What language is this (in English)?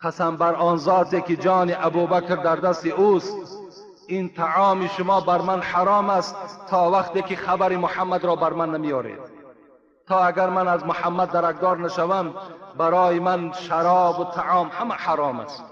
Tajik